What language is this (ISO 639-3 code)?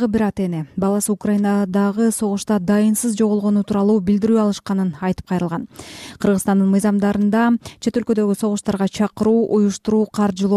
kir